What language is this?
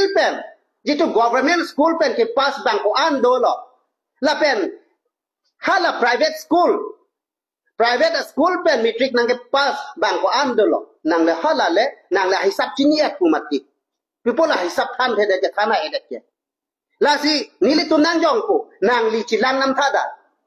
Karbi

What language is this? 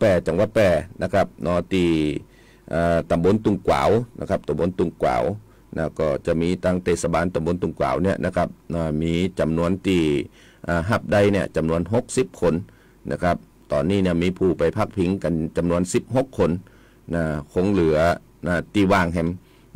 Thai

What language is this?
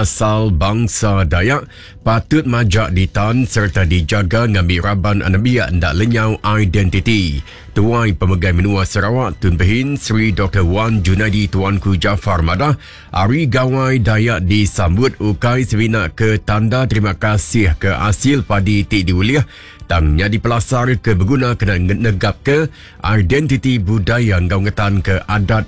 Iban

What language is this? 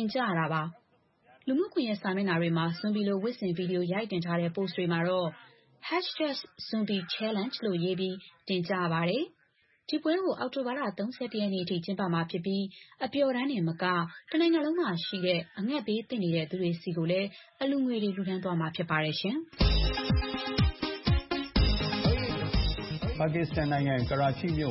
Burmese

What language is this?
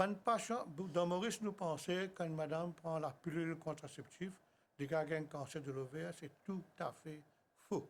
Morisyen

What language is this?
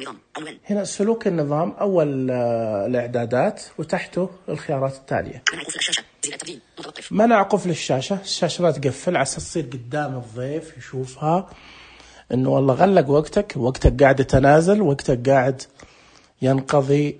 Najdi Arabic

